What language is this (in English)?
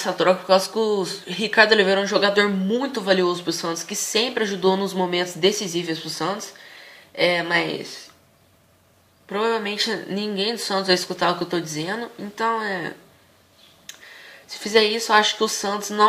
Portuguese